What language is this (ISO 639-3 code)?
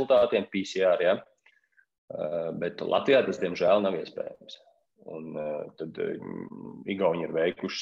lav